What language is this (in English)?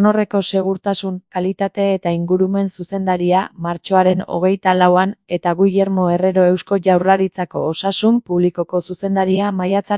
Basque